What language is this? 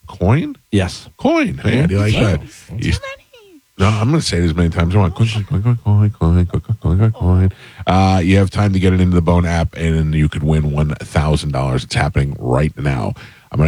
English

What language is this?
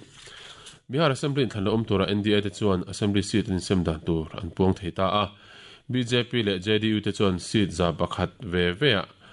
Mizo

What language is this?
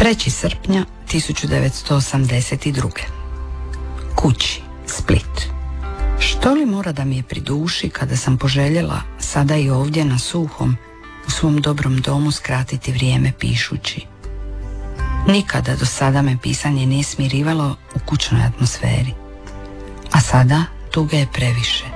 Croatian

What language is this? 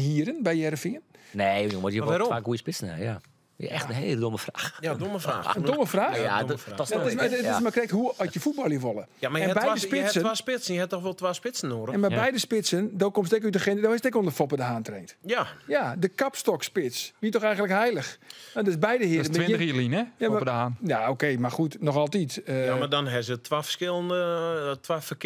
Western Frisian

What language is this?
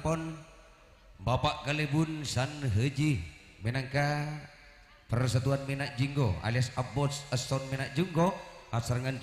Madurese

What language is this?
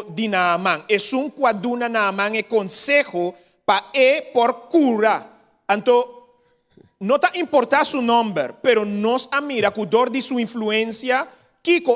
Papiamento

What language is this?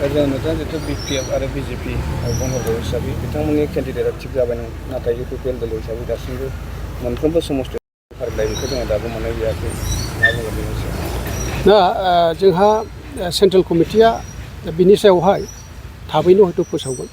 Bodo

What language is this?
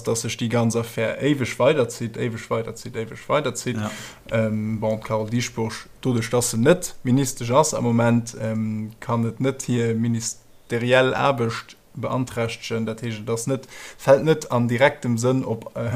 Luxembourgish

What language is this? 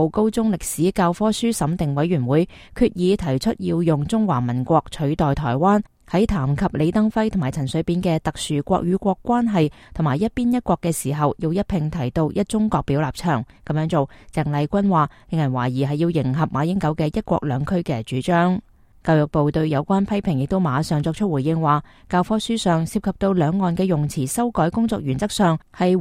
Cantonese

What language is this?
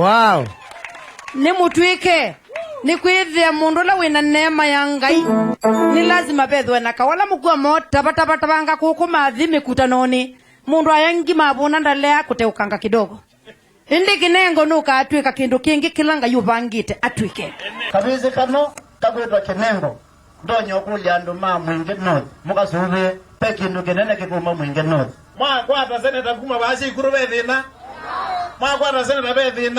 Kamba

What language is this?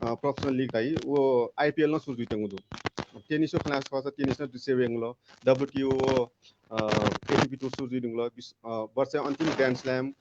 Newari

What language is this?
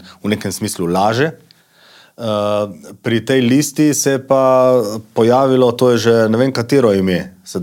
Slovenian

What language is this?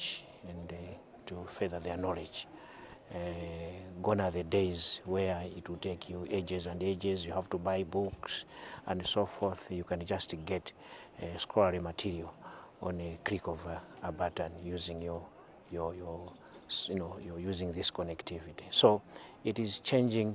English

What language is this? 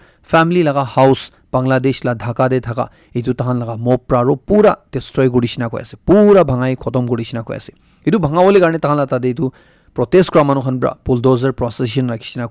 Naga Pidgin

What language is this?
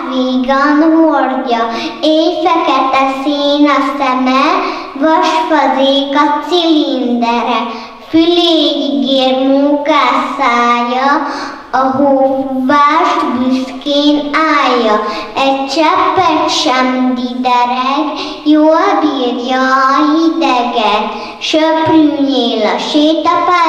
Hungarian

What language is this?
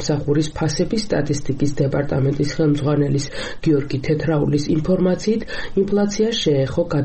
Georgian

